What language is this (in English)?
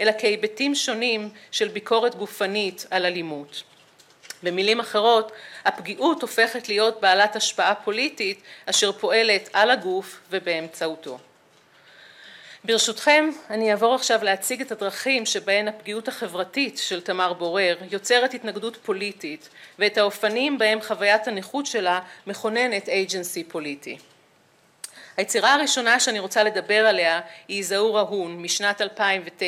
Hebrew